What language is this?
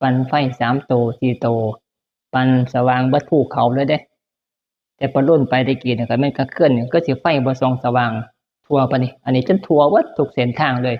Northeastern Thai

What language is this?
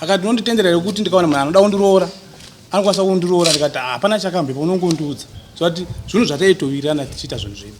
Shona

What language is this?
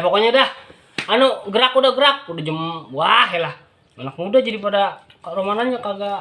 Betawi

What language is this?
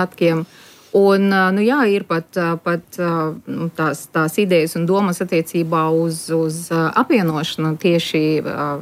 Latvian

